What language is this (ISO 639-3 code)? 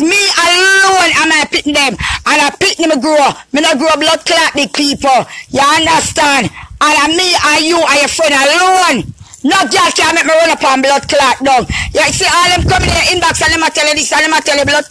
jam